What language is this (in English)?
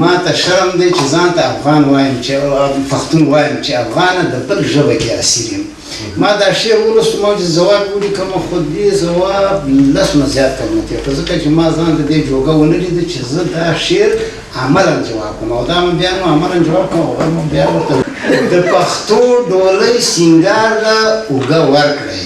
Pashto